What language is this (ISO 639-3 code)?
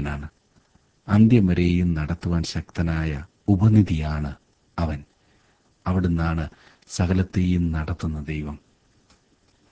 mal